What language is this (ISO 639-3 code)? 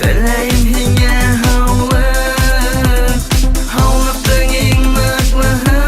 bak